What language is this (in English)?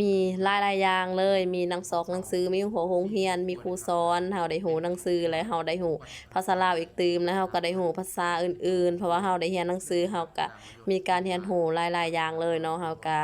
Lao